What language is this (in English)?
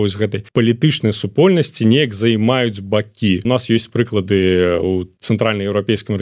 Belarusian